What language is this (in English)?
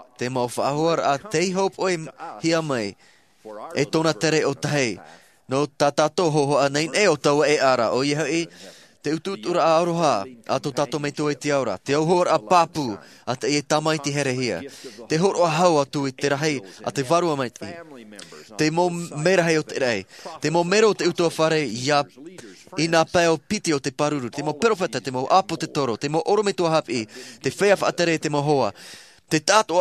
Tahitian